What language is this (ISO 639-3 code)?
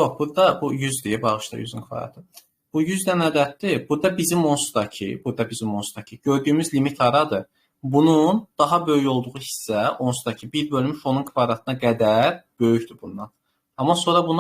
aze